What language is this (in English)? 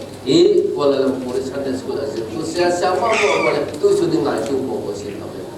Falam Chin